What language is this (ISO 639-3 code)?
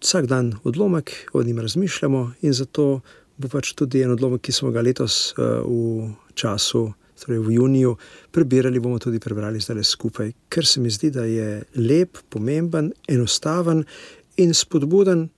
slv